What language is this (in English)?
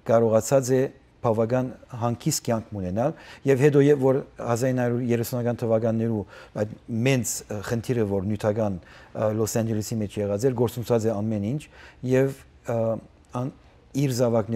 Western Armenian